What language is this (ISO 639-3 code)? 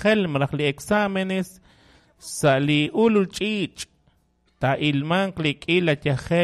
kek